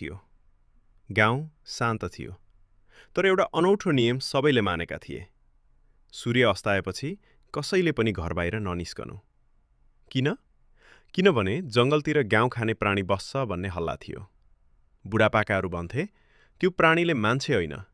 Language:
Nepali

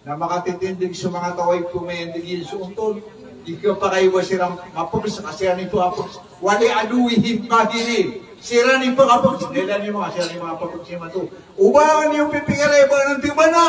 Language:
Maranao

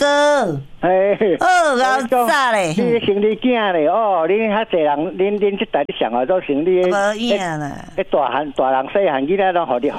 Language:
Min Nan Chinese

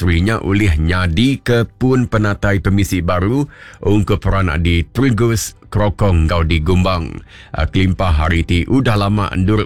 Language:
Iban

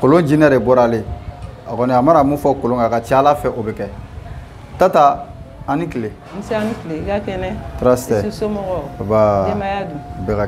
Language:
Bambara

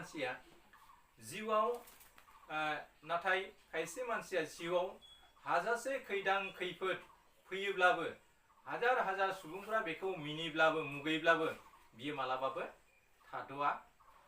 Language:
Bodo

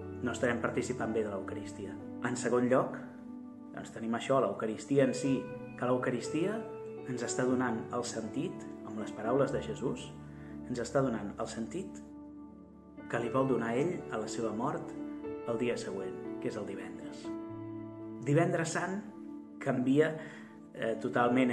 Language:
Catalan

